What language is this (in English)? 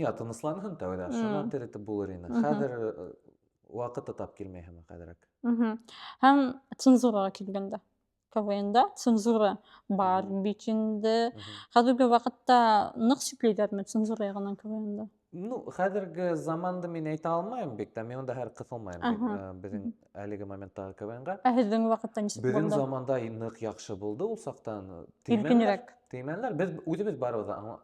Bashkir